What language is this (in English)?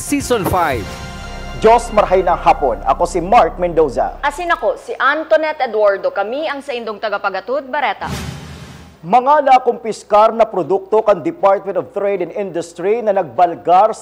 Bikol